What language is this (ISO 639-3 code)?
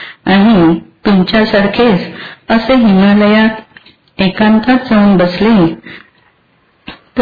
mar